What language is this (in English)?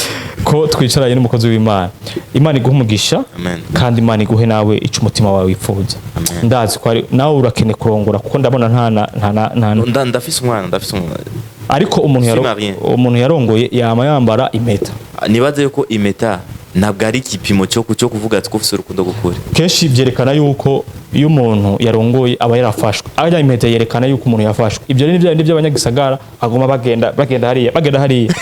Rundi